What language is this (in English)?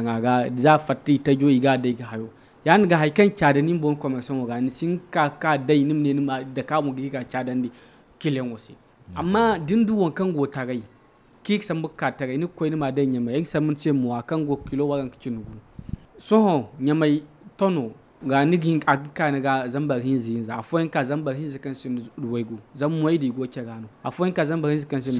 Zarma